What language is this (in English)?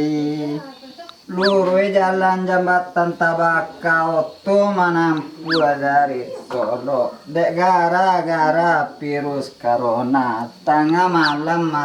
Minangkabau